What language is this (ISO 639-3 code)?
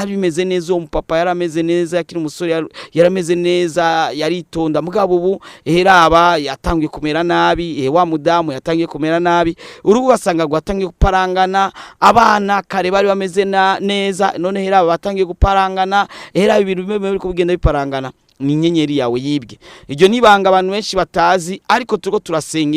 run